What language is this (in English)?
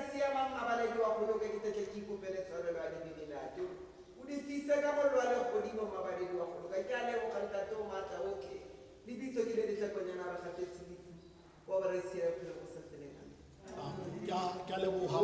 Tswana